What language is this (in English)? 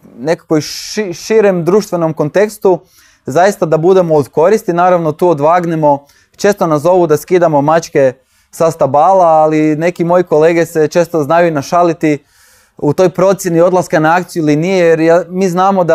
Croatian